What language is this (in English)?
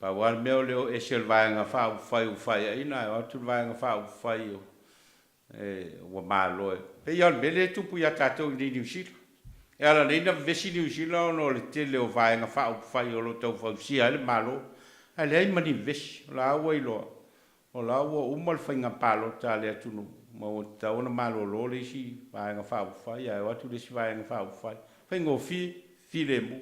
Samoan